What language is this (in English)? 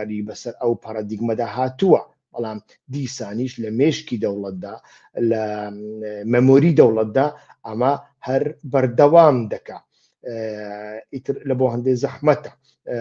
Central Kurdish